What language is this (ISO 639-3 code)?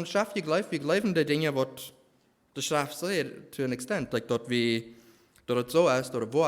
pdt